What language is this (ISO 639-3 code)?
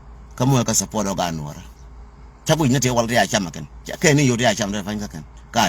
nus